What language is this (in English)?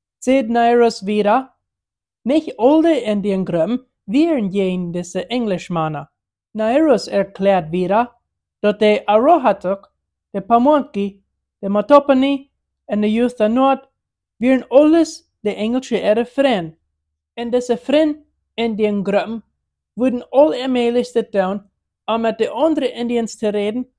Plautdietsch